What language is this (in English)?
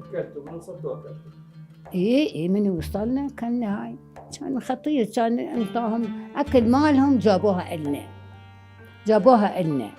Mesopotamian Arabic